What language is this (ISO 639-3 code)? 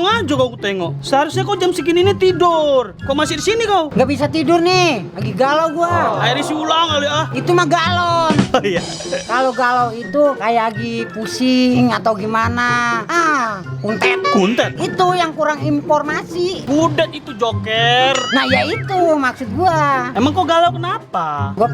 bew